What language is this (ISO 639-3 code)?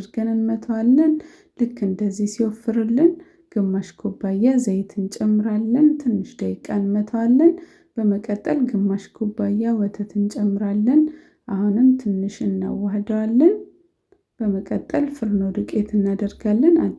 amh